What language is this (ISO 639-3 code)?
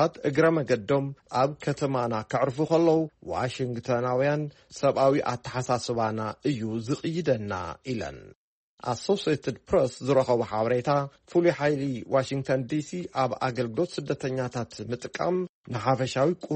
tir